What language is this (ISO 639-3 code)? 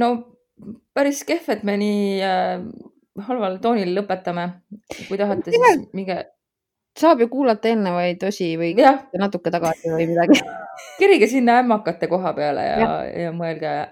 est